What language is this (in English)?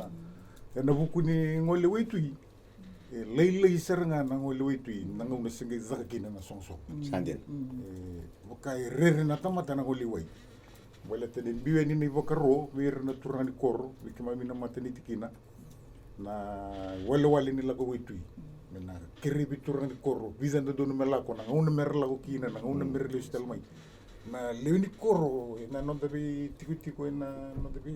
Fijian